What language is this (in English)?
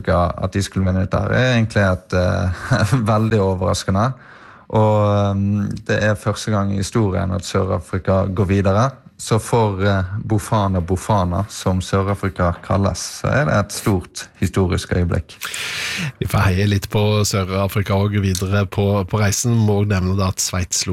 Norwegian